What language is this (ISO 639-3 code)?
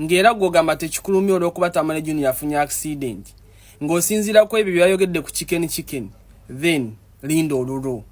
lug